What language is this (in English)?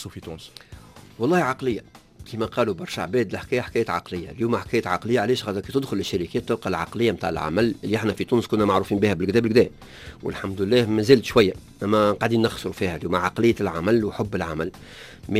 Tunisian Arabic